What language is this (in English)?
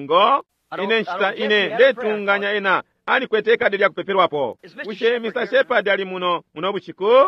Bemba